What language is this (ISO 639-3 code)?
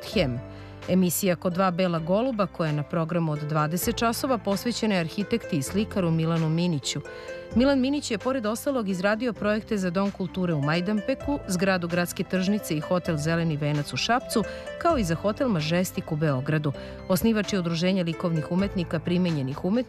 srp